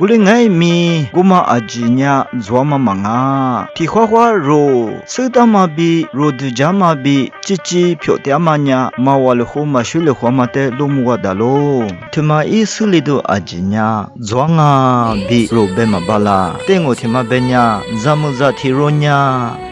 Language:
Lisu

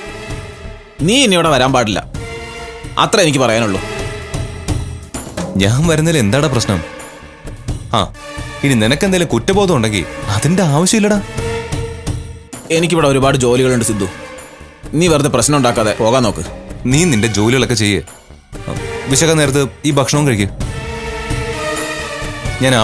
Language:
Malayalam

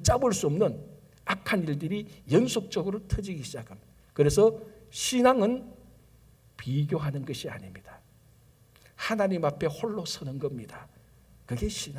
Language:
Korean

